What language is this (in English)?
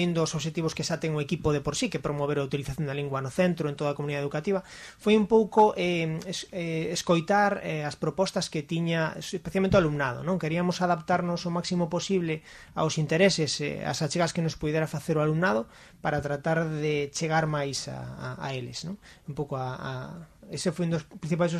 Galician